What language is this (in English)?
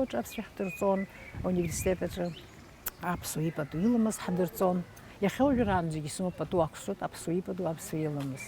Abkhazian